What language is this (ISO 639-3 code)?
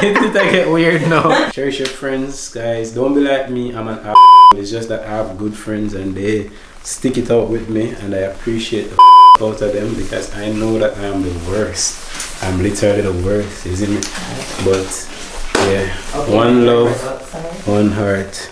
jam